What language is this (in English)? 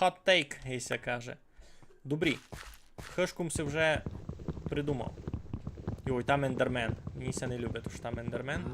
Rusyn